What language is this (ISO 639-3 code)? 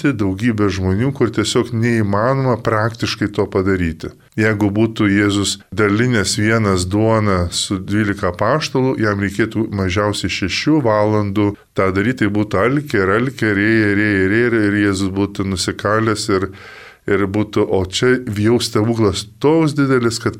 lit